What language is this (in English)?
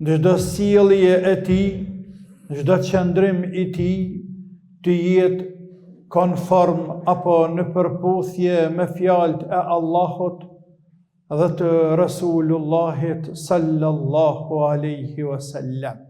Albanian